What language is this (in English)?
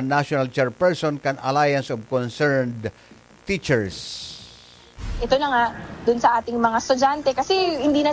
Bikol